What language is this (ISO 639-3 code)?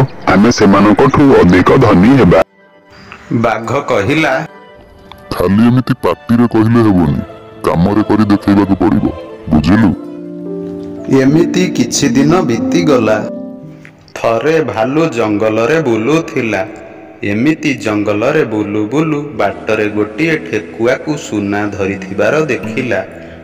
ori